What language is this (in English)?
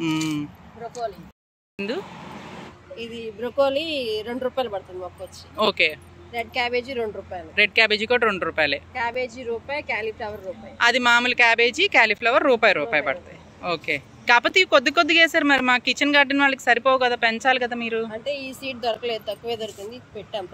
Telugu